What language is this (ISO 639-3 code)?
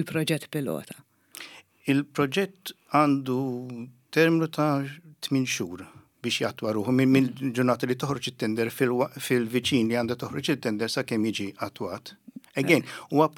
mlt